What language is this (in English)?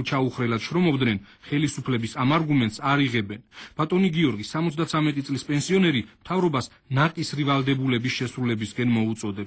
Georgian